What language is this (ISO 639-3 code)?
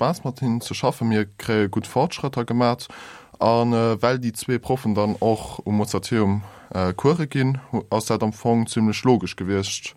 ltz